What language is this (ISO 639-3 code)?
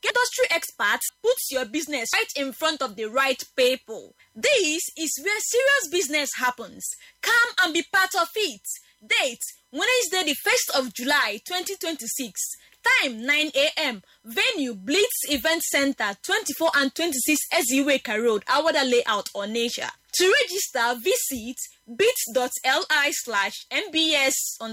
eng